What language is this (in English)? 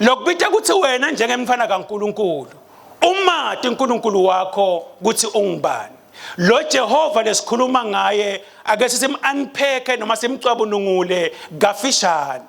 Swati